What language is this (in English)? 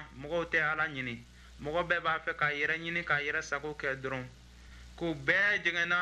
Bambara